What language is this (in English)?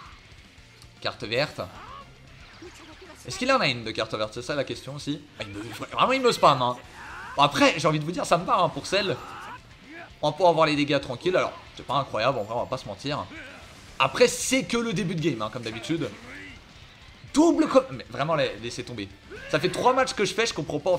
French